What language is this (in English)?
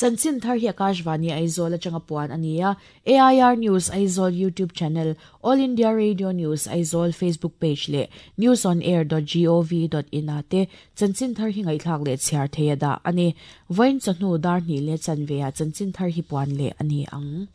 Mizo